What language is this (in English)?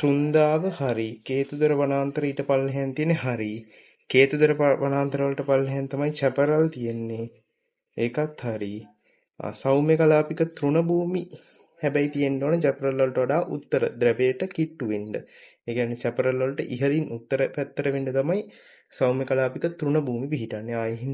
Sinhala